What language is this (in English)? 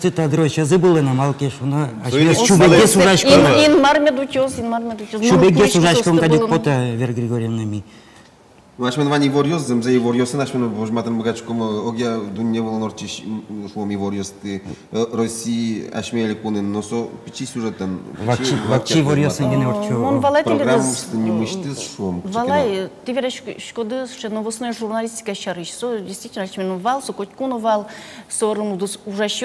Udmurt